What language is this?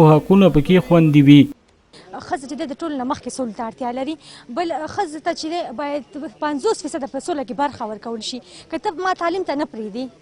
Pashto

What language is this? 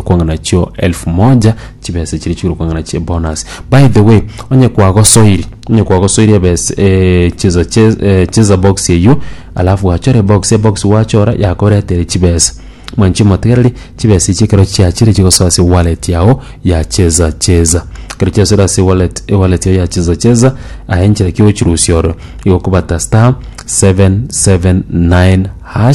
Gusii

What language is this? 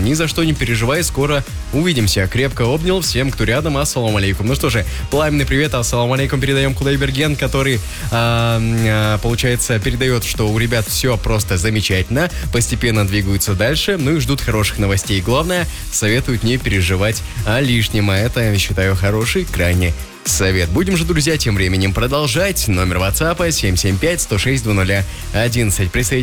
Russian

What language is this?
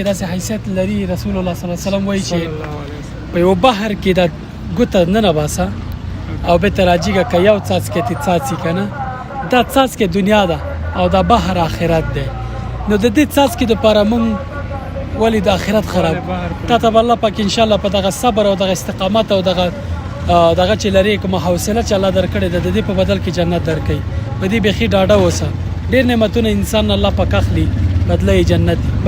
Pashto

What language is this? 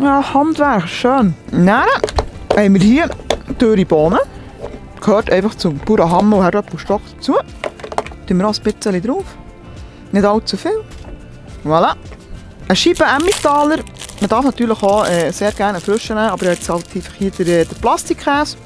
Swiss German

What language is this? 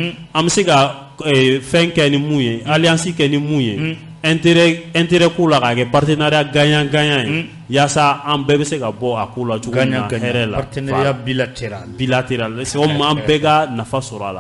Bambara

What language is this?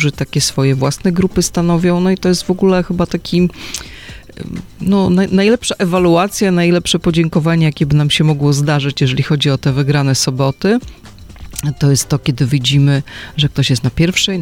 Polish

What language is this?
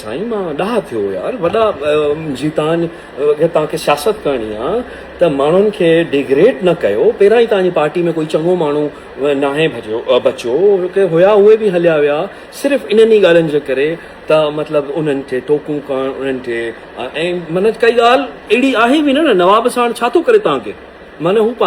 Sindhi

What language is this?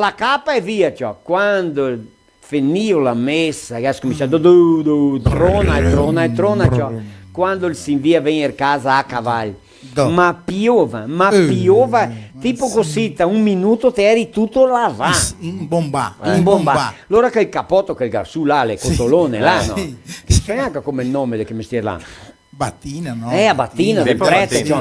Venetian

